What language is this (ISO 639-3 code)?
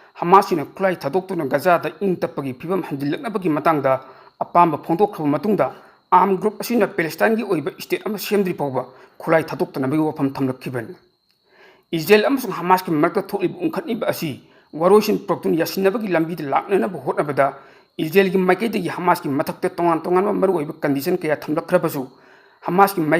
mni